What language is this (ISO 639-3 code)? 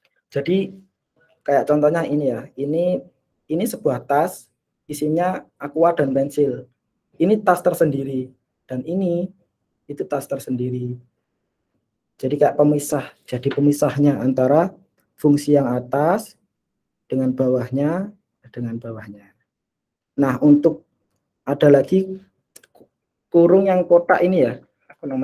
ind